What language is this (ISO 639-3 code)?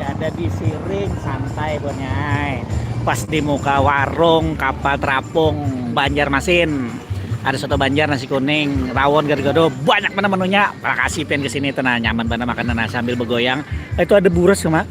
bjn